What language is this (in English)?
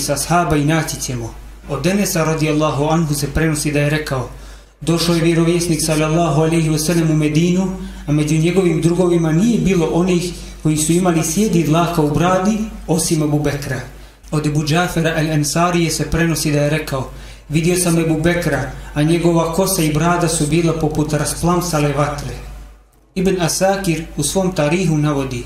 Bosnian